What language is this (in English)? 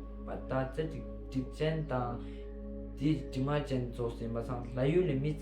Ladakhi